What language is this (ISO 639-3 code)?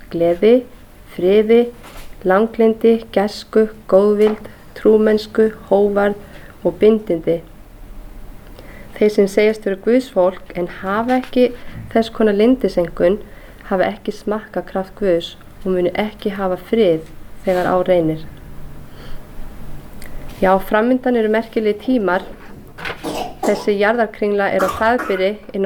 isl